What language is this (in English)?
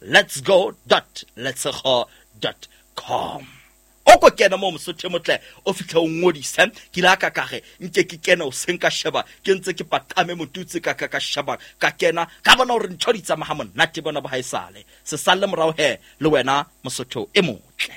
Southern Sotho